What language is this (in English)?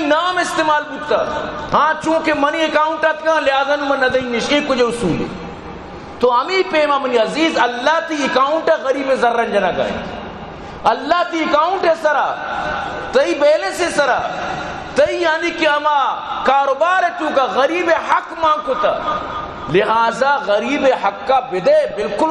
Baluchi